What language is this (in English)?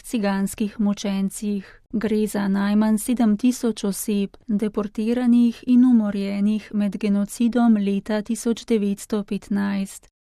Slovenian